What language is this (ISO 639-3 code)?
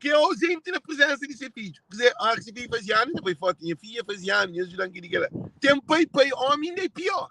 kea